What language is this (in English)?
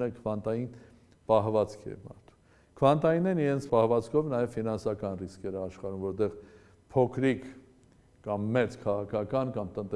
Armenian